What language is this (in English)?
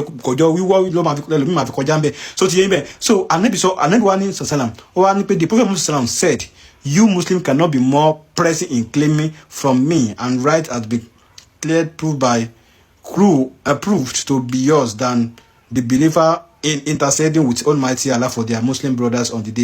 Yoruba